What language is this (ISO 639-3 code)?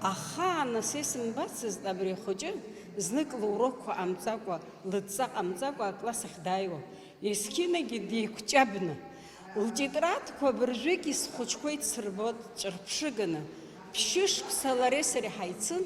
abk